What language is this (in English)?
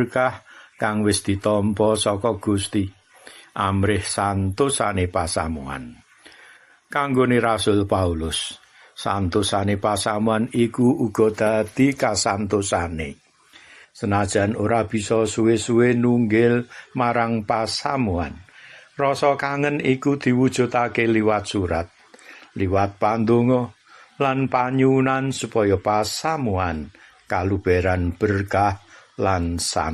Javanese